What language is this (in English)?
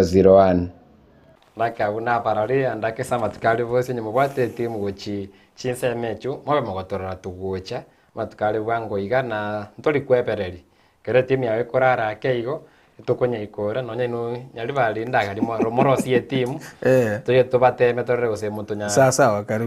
Gusii